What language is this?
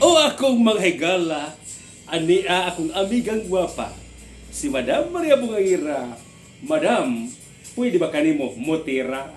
Cebuano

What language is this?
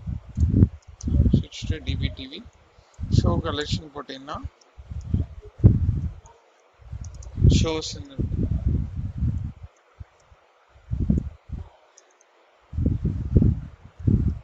Tamil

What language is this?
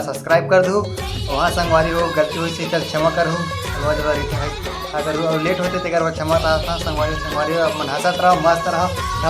Chhattisgarhi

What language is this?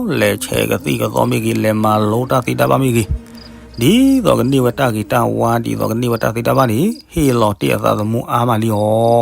S'gaw Karen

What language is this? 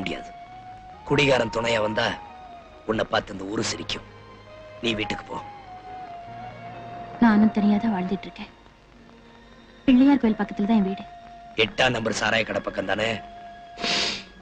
Tamil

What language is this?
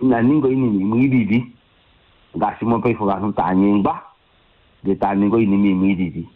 Kuanyama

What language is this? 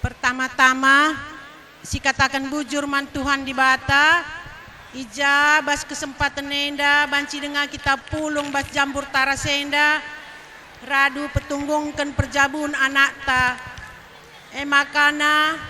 Batak Karo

